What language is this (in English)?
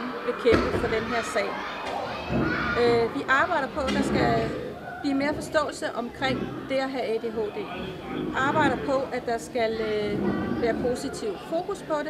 Danish